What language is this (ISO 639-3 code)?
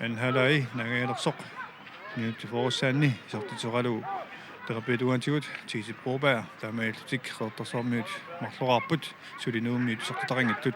kal